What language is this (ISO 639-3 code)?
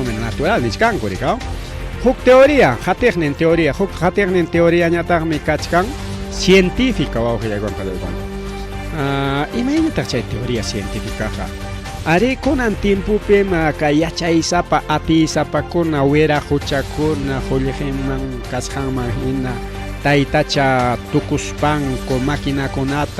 quy